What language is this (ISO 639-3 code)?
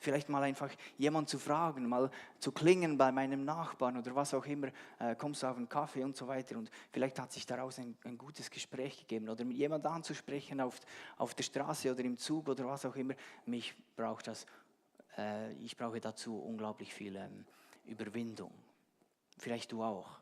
gsw